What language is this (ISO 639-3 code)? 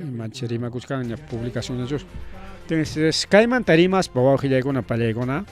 quy